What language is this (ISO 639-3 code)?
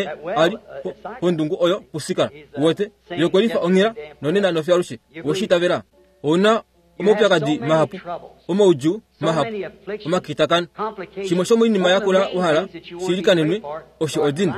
kua